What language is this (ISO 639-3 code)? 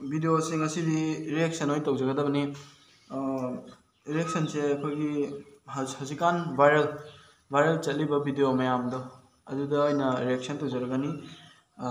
mni